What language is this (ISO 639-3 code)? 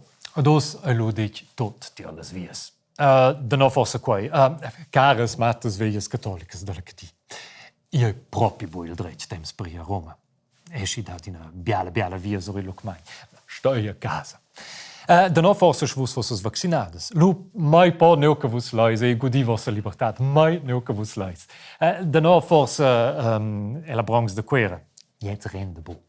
roh